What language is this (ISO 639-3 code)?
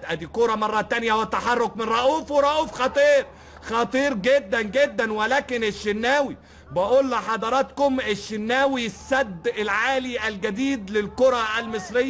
arz